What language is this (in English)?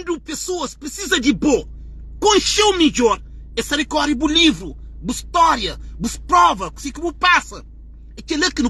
Kabuverdianu